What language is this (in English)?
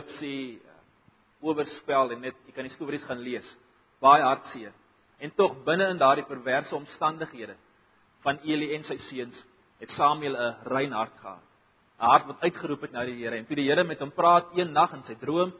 Afrikaans